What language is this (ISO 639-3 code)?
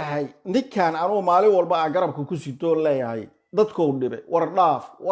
som